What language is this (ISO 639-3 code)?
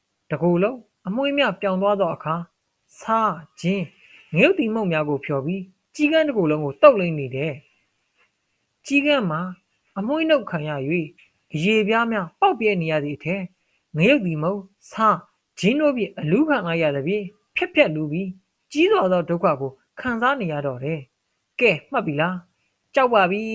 mya